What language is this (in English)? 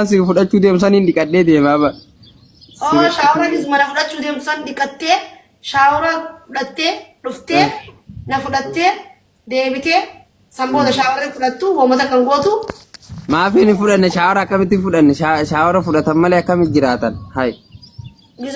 Oromo